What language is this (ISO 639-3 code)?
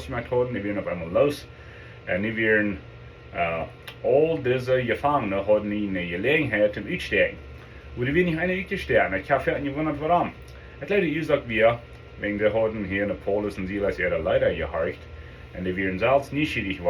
pdt